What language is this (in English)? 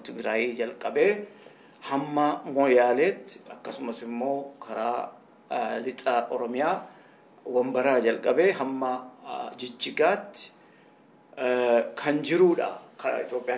Oromo